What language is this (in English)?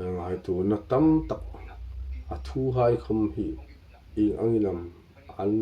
Hmar